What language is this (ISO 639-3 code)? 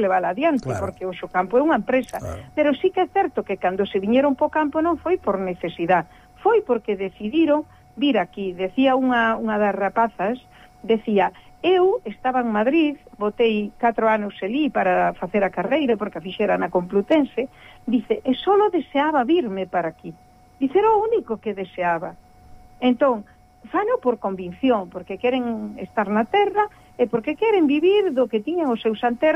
glg